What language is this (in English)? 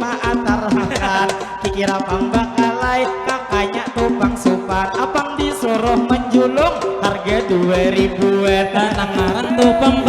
Banjar